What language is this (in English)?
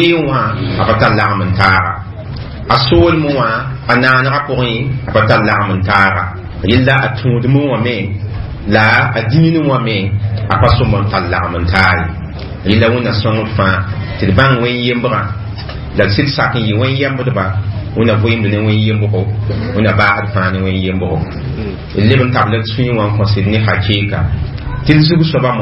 Mossi